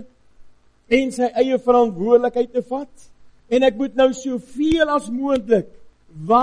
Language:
Afrikaans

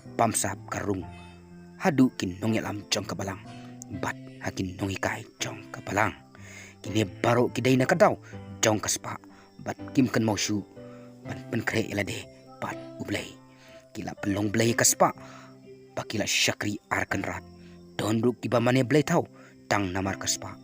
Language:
Khasi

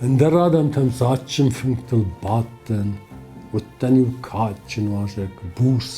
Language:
Ossetic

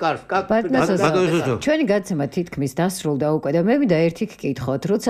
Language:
Georgian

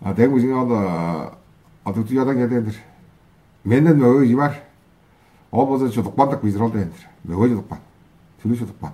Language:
Tuvinian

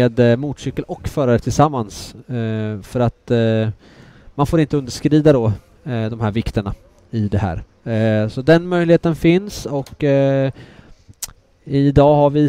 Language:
Swedish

